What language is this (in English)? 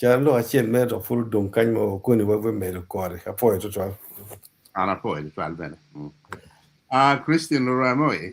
Acoli